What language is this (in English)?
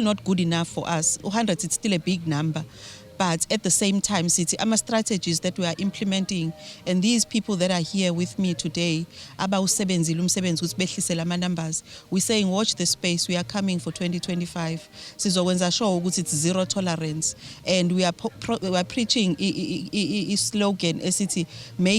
Zulu